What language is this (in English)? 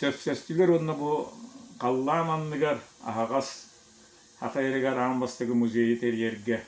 Yakut